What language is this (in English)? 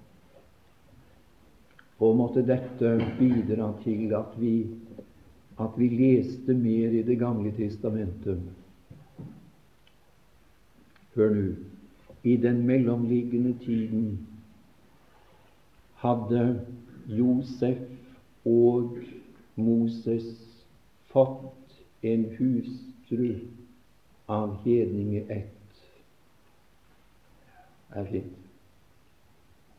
Norwegian